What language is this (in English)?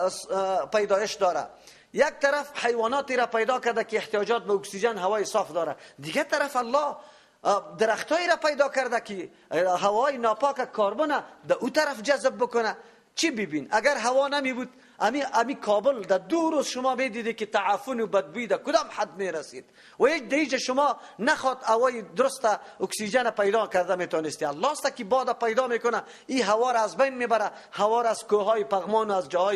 Persian